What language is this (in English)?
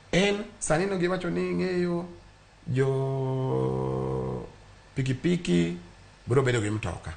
Luo (Kenya and Tanzania)